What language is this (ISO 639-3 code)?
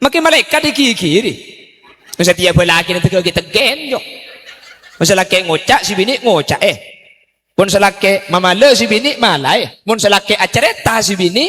mad